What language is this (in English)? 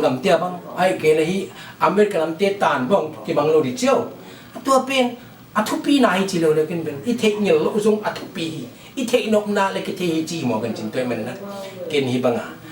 Tedim Chin